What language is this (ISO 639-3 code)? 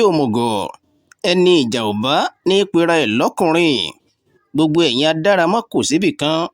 yor